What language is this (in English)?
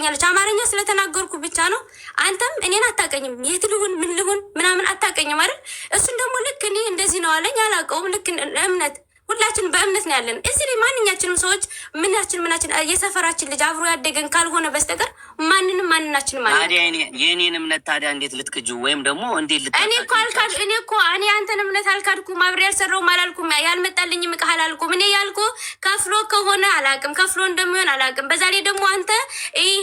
Amharic